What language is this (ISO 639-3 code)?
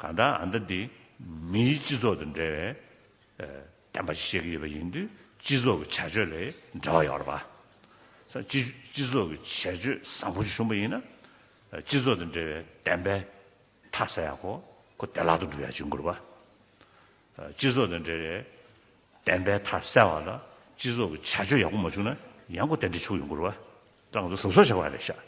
bod